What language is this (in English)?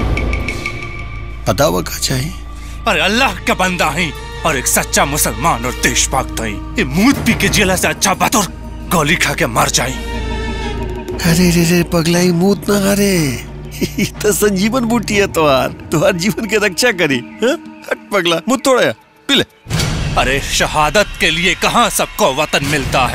Bhojpuri